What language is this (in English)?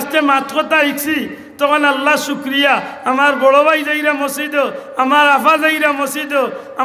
Sylheti